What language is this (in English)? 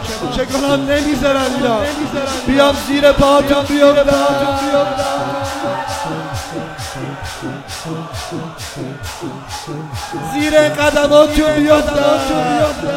Persian